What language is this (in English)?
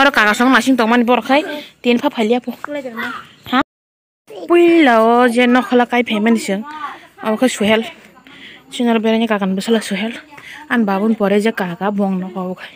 Kok Borok